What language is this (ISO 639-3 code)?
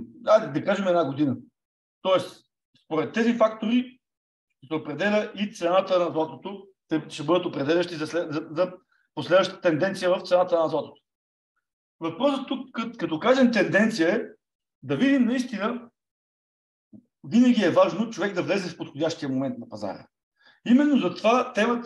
bul